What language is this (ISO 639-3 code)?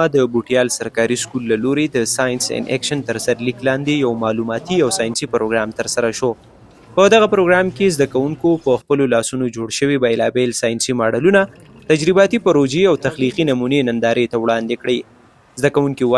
pus